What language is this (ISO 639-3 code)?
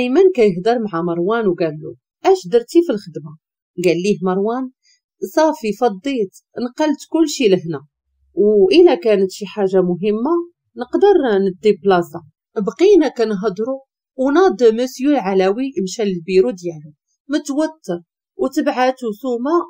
ary